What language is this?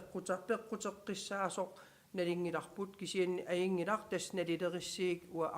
Kalaallisut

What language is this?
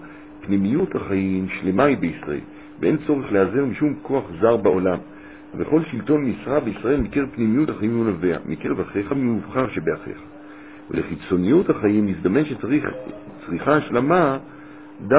Hebrew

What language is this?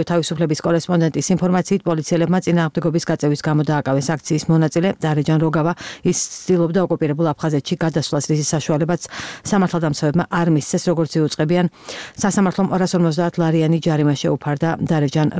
Georgian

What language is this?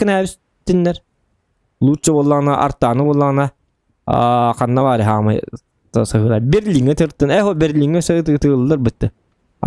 Yakut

